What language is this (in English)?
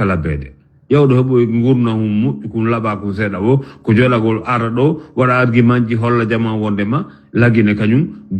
Fula